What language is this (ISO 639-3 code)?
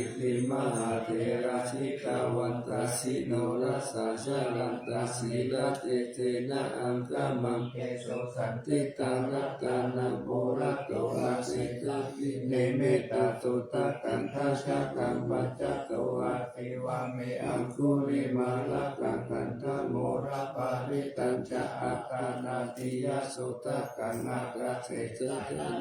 pli